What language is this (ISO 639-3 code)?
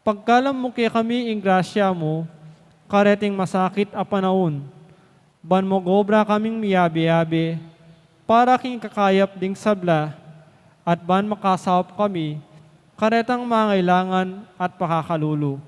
pam